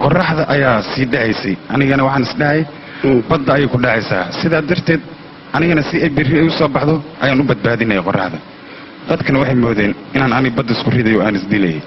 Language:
Somali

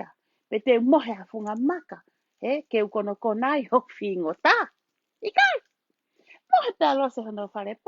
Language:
Tongan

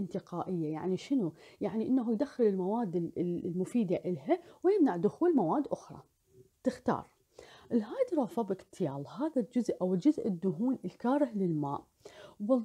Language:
Mesopotamian Arabic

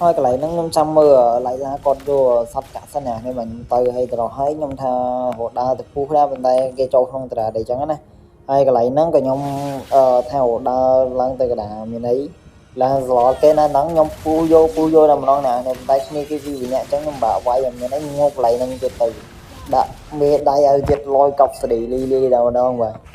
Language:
Khmer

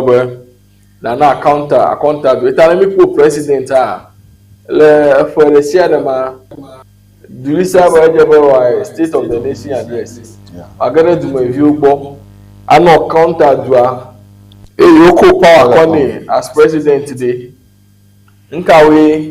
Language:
Ewe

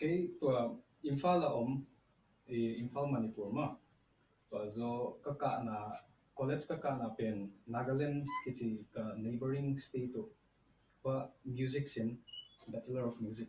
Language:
Tedim Chin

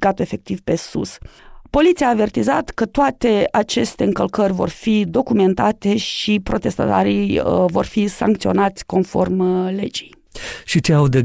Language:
Romanian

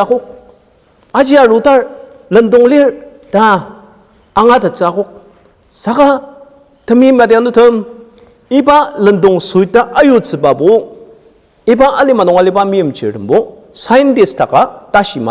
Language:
Ao Naga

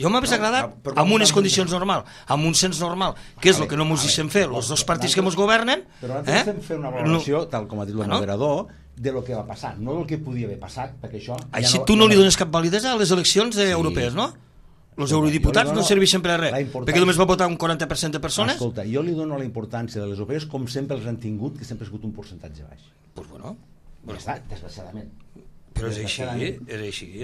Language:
Catalan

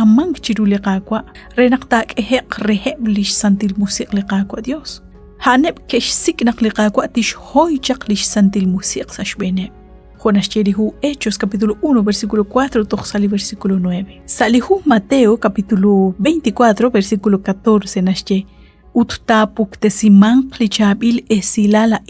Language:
Kekchí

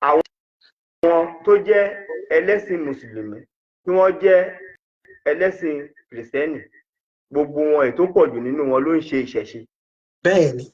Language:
Yoruba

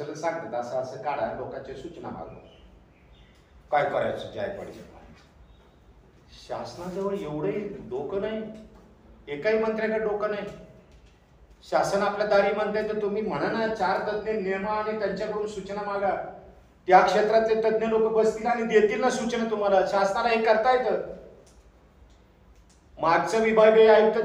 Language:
Marathi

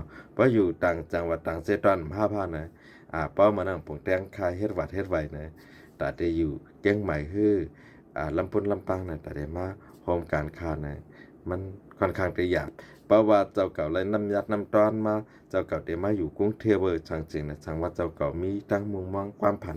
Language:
Shan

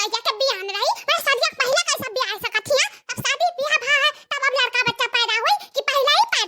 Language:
Awadhi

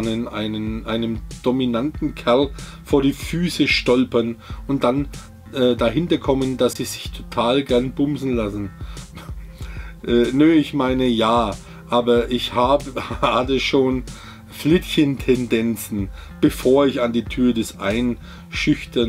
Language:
German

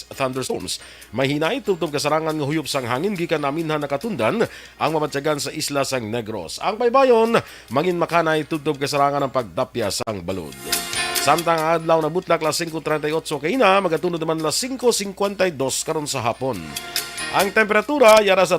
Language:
Hiligaynon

